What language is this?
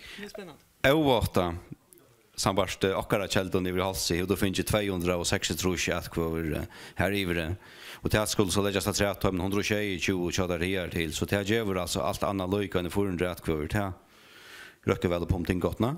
Faroese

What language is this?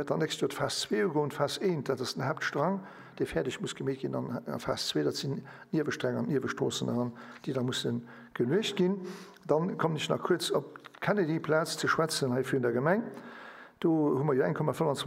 Luxembourgish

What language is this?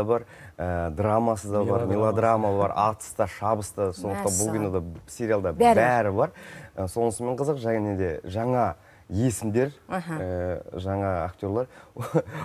Kazakh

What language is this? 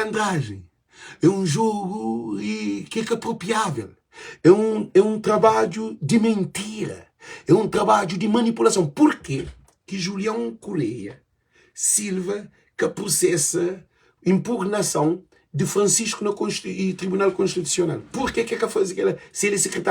Kabuverdianu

